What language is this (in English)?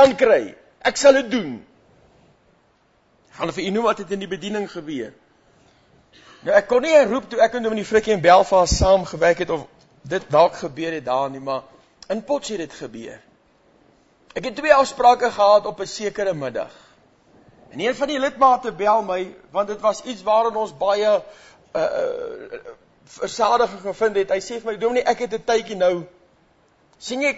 Afrikaans